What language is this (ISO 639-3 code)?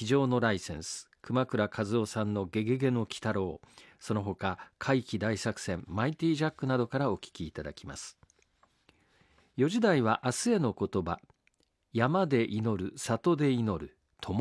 jpn